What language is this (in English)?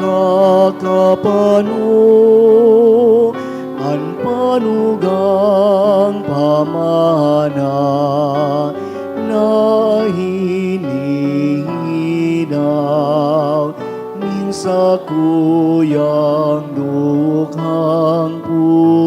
Bikol